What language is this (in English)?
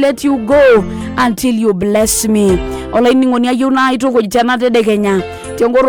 Masai